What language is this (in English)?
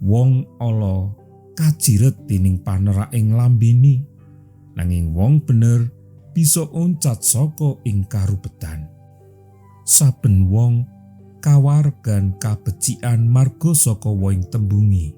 Javanese